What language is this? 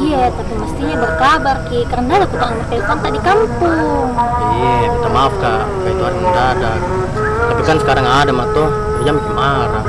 Makassar Malay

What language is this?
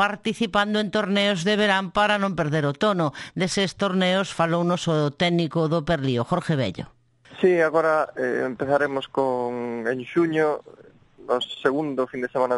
Galician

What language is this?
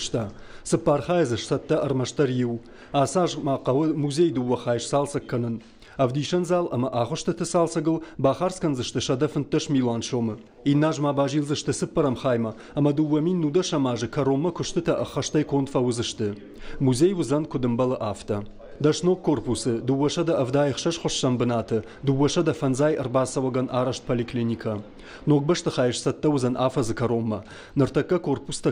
Ossetic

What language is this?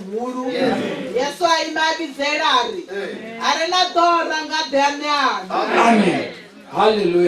Venda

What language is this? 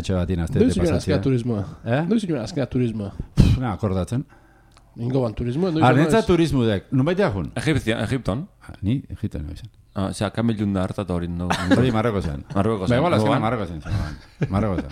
Basque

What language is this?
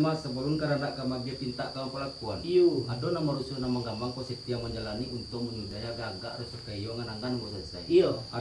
Minangkabau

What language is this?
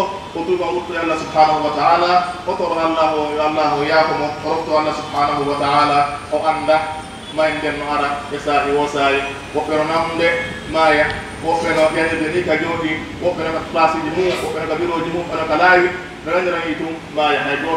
Pular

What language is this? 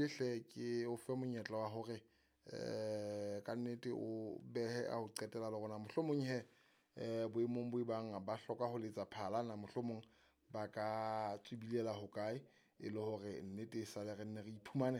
Southern Sotho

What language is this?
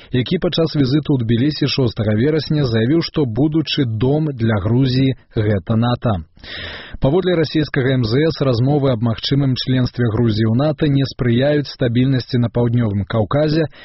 Belarusian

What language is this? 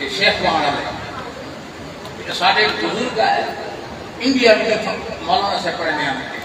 Saraiki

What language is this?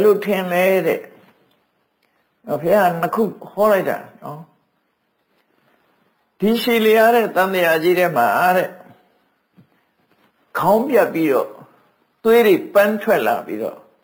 Burmese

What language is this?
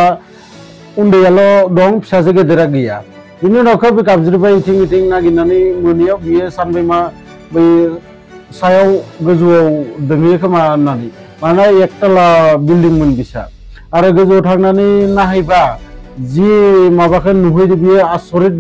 Bodo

